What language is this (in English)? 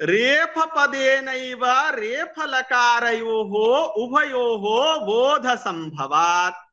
Sanskrit